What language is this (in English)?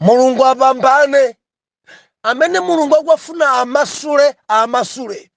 Nyanja